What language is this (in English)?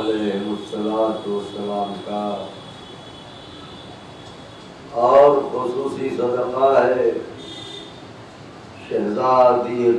Urdu